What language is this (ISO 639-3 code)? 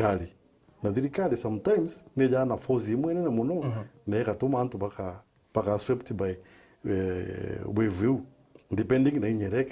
mer